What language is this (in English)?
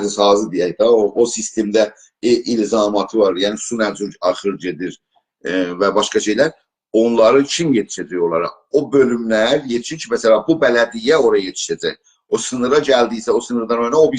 South Azerbaijani